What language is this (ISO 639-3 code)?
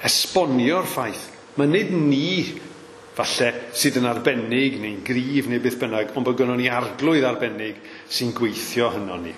cym